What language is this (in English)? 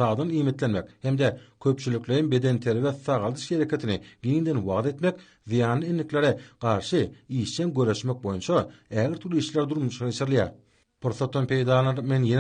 Turkmen